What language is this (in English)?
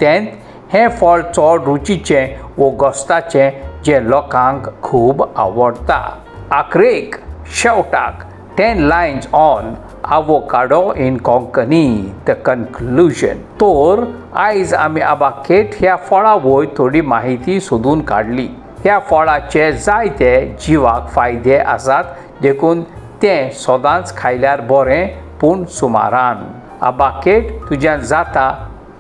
Konkani